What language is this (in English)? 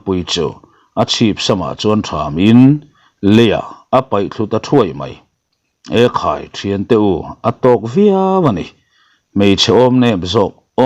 Mizo